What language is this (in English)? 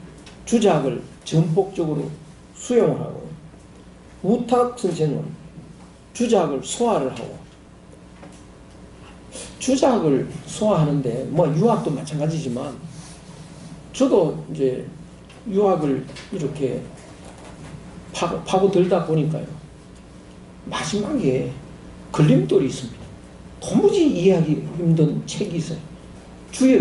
Korean